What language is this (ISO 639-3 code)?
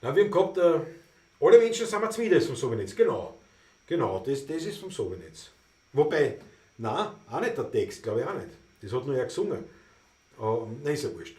bar